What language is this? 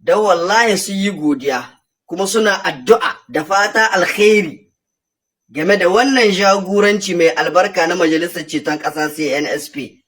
Hausa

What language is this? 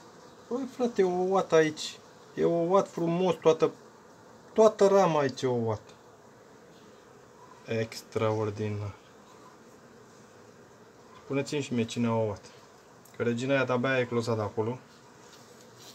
Romanian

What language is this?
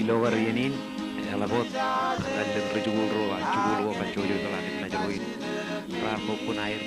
Marshallese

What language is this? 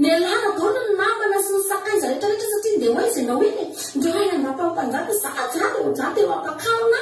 Malagasy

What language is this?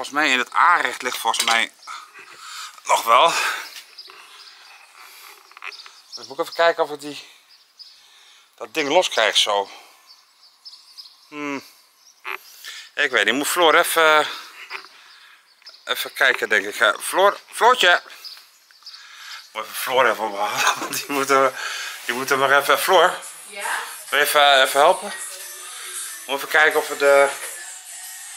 Dutch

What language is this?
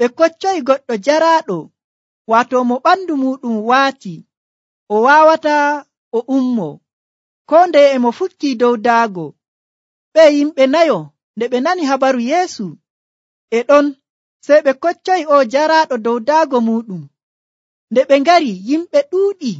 Nigerian Fulfulde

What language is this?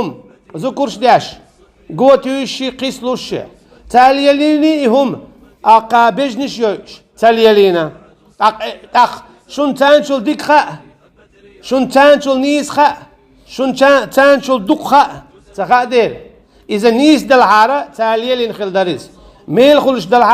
Chechen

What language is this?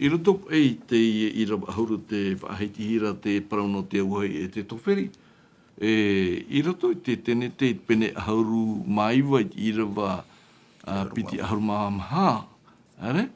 Tahitian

